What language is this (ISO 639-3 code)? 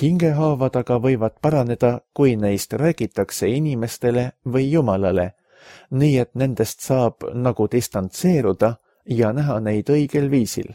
est